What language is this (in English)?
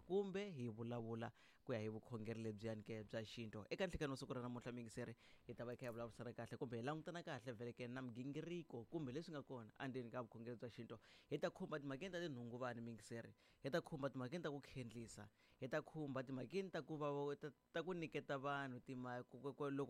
Tsonga